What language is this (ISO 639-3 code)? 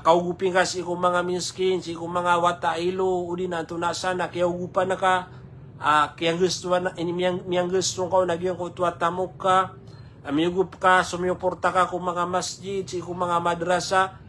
mrw